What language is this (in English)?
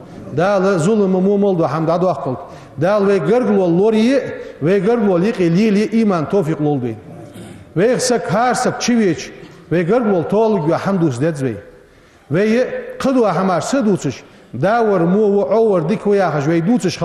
Ingush